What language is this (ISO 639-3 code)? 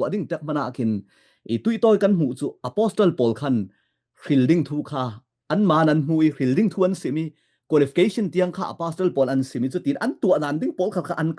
cfm